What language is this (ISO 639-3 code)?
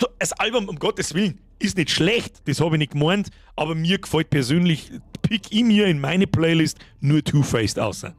bar